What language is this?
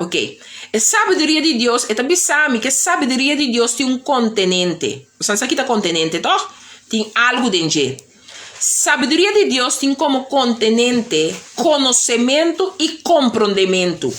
Papiamento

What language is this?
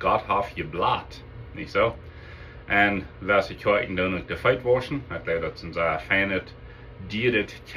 Plautdietsch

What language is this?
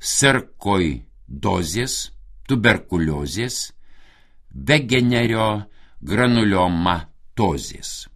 Lithuanian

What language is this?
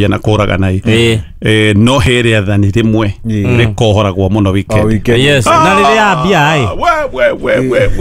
Kikuyu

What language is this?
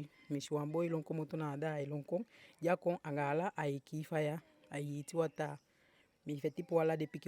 Eastern Maroon Creole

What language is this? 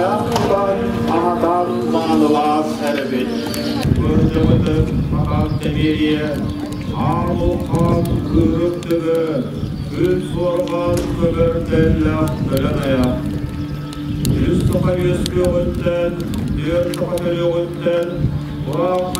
Yakut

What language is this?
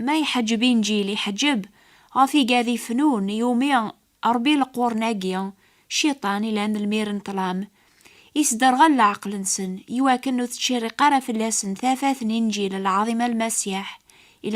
Kabyle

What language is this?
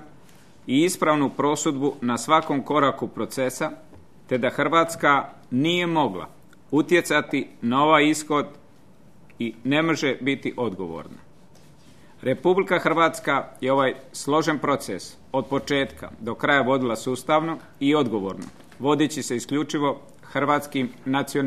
Croatian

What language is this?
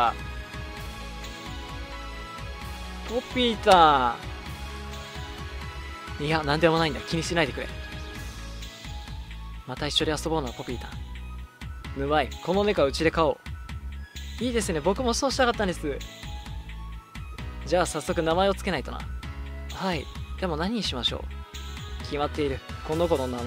Japanese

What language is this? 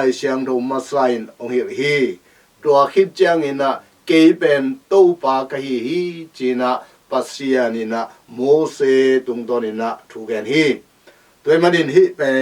Tedim Chin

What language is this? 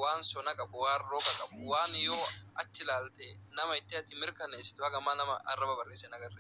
Oromo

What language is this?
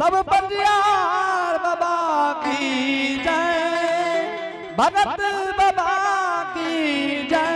Angika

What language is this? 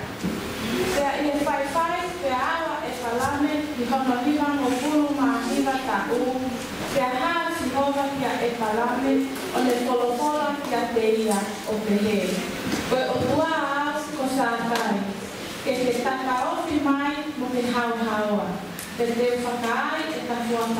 Tongan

